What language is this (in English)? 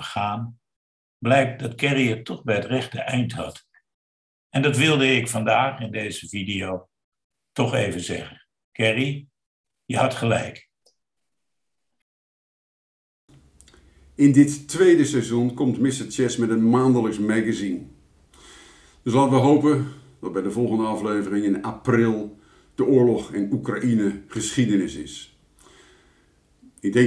Dutch